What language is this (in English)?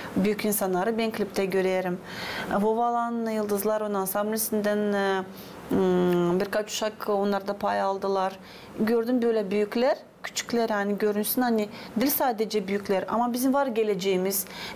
Gagauz